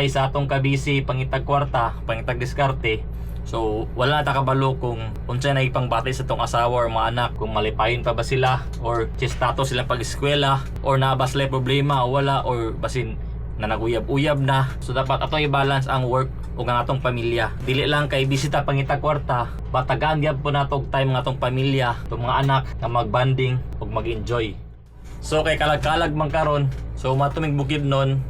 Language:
Cebuano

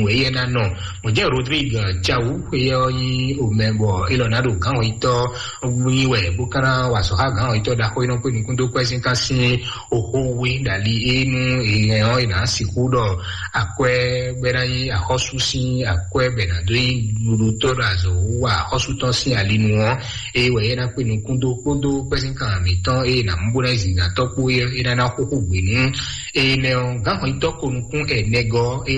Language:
Fon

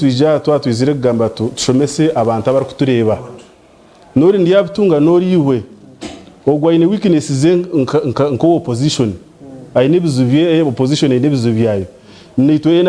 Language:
Nyankole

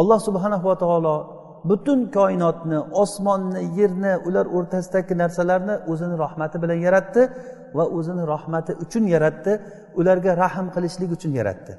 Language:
Uzbek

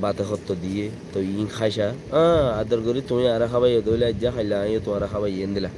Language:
Rohingya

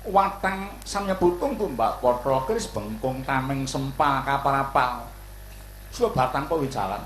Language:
Javanese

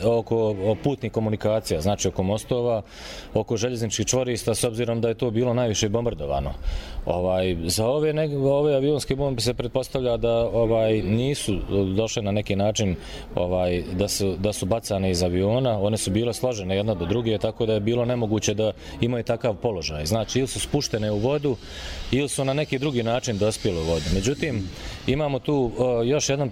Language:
Bosnian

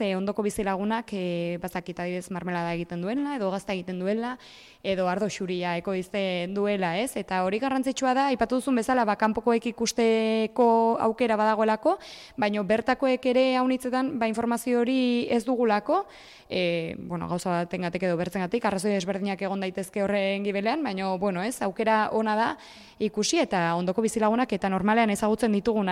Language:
Basque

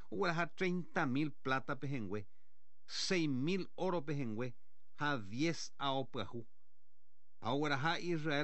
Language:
Guarani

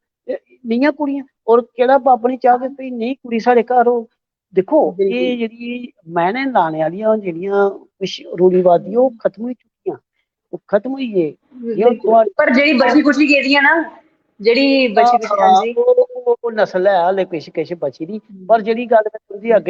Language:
Dogri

